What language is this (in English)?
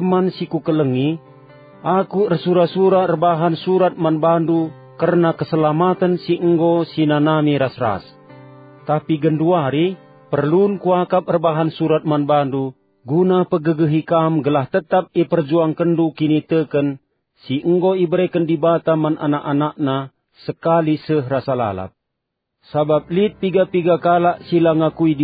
Batak Karo